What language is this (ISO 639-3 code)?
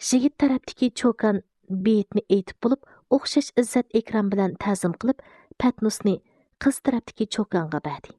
uig